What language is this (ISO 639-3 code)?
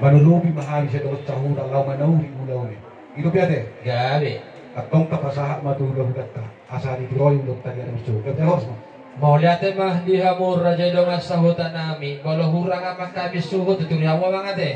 bbc